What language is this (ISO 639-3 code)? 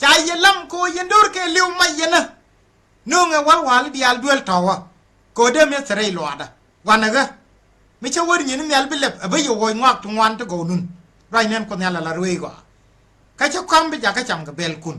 nus